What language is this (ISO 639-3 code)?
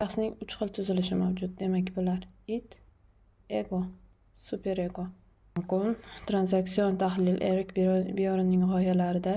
uzb